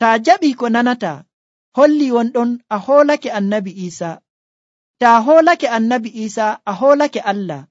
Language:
Nigerian Fulfulde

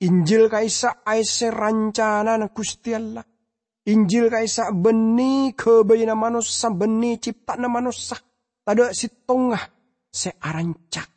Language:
Madurese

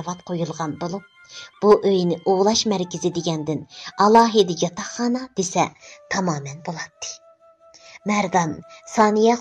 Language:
Uyghur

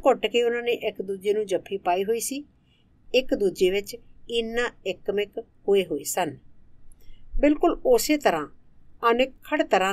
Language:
Punjabi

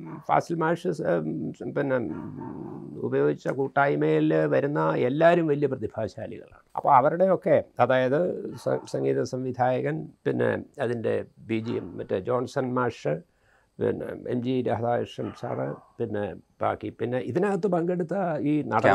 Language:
Malayalam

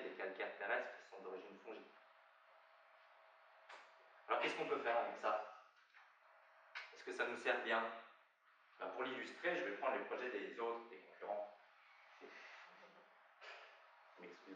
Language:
French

